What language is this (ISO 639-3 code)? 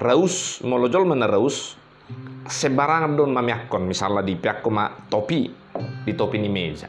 bbc